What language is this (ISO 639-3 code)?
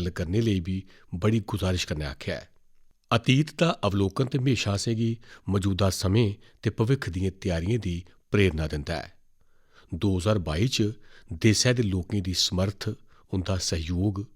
doi